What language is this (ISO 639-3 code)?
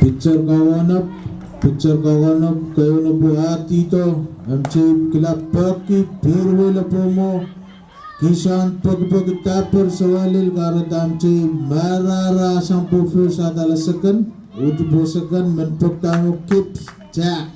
pon